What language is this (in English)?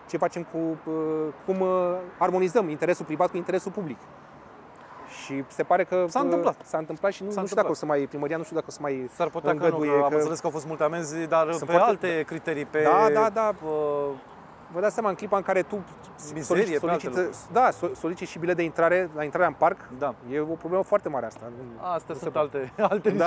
Romanian